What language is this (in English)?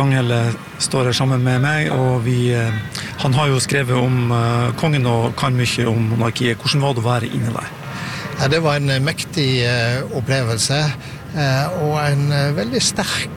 Norwegian